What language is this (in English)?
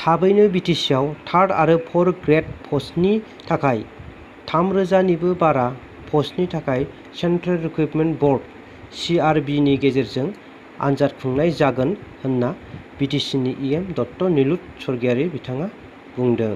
Bodo